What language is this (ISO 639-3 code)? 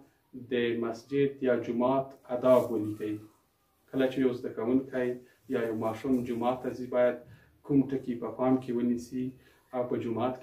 pus